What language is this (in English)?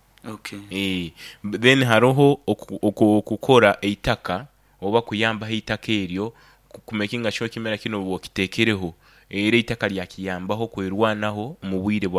Nyoro